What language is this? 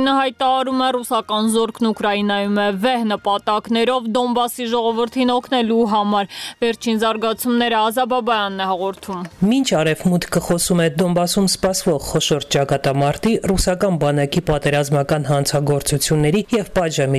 Armenian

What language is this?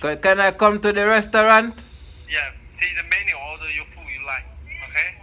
Jamaican Creole English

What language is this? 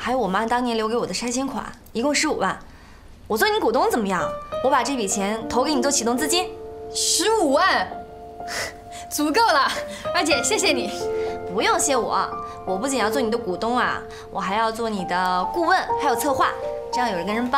Chinese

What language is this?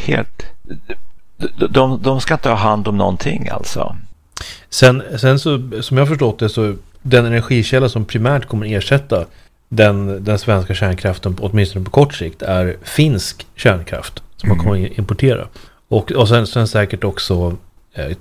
Swedish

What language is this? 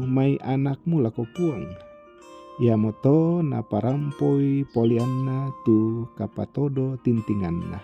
Toraja-Sa'dan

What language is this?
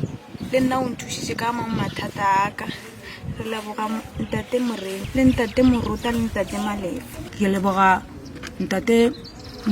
Northern Sotho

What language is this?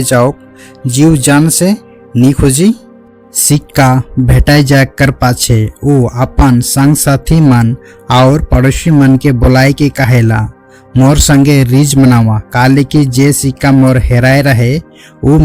Sadri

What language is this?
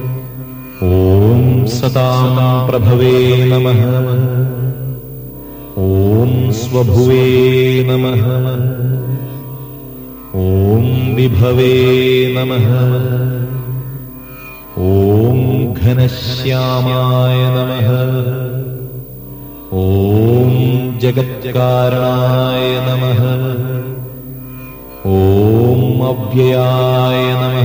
Sanskrit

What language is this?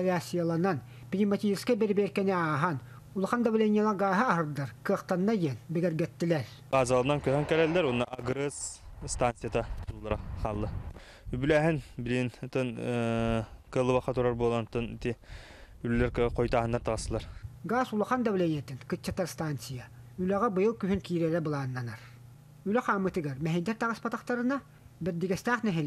Yakut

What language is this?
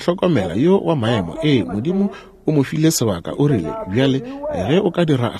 Northern Sotho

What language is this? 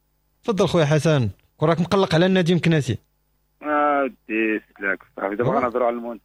Moroccan Arabic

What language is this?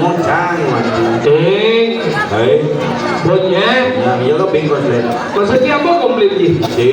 Balinese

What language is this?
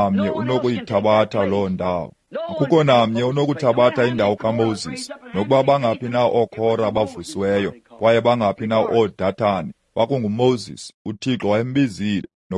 Xhosa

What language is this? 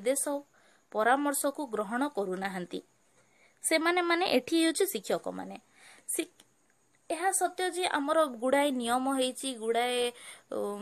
Odia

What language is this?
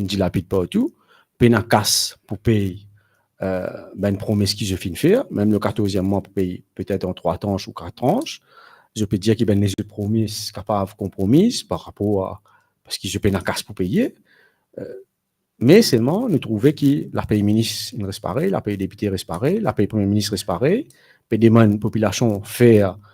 Morisyen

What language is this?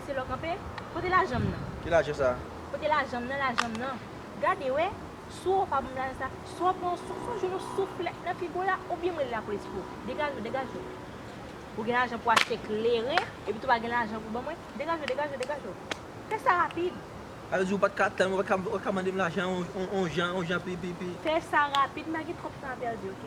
Haitian Creole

